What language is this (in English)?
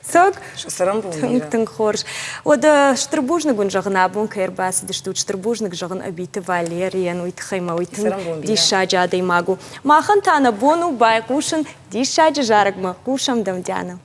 Ossetic